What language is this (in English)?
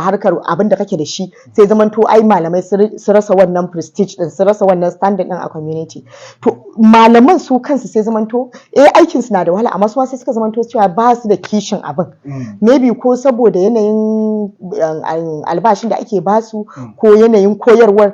Hausa